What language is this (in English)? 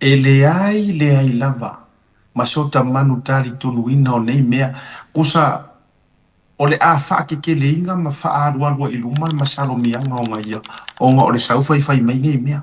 Samoan